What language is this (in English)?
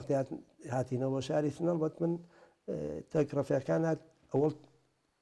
Central Kurdish